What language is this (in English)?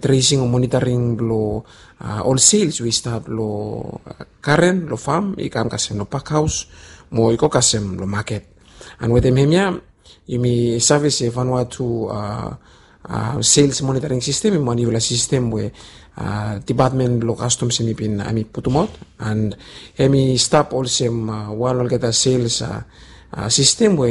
Bislama